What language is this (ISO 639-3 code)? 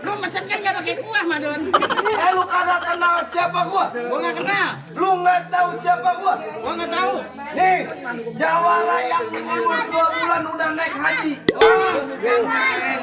bew